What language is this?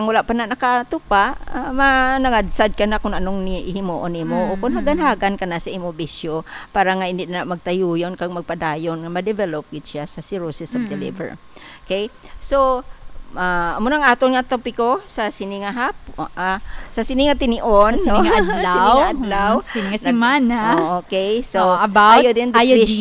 Hiligaynon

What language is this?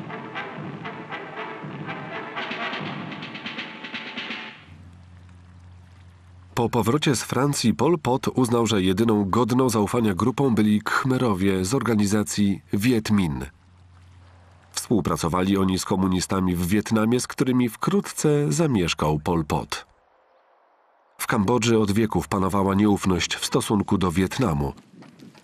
Polish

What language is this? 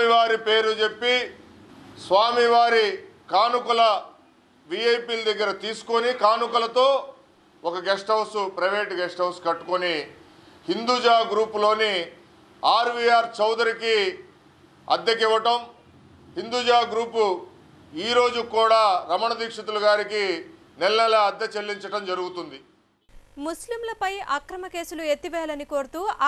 Telugu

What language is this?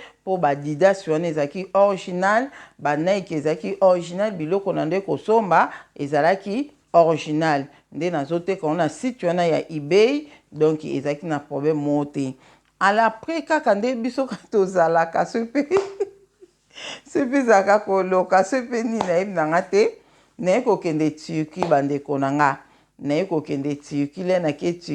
Lingala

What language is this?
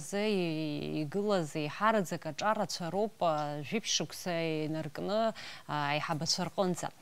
Abkhazian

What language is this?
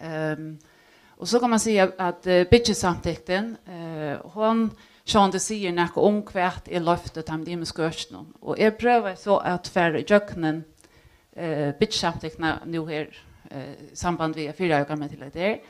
Faroese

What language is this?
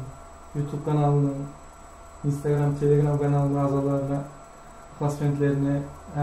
Kara-Kalpak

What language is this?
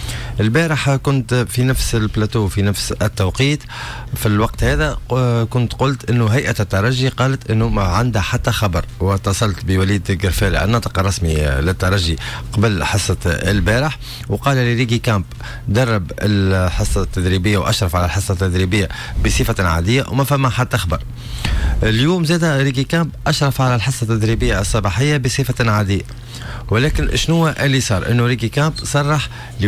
Tunisian Arabic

